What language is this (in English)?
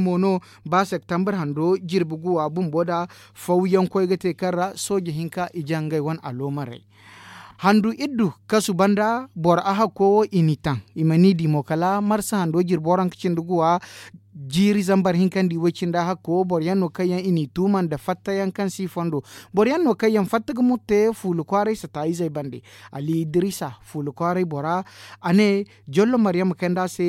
Zarma